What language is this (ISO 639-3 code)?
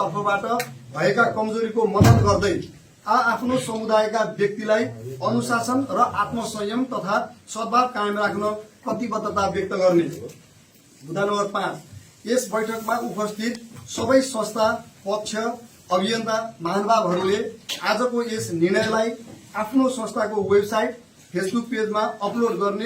nep